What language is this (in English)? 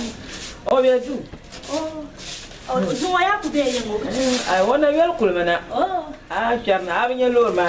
Dagbani